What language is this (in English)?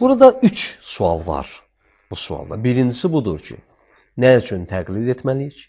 Azerbaijani